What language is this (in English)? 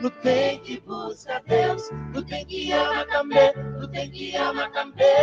Kabuverdianu